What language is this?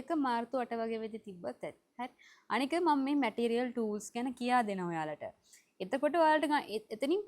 Sinhala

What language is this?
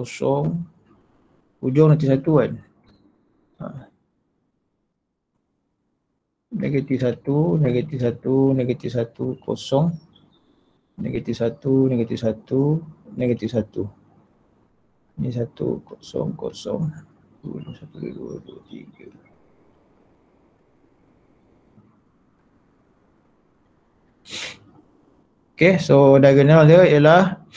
Malay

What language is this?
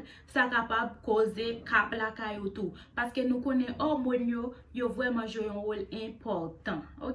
Haitian Creole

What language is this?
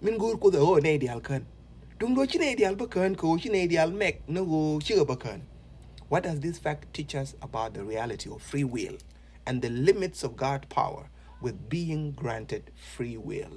Nuer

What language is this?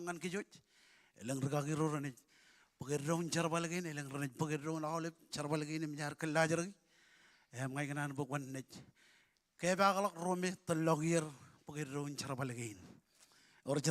Marshallese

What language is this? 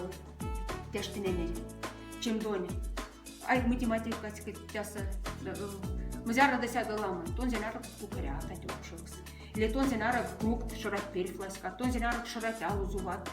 Moksha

